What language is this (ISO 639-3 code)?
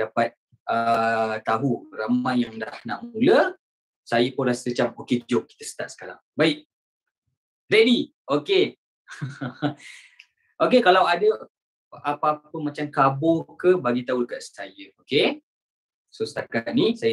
msa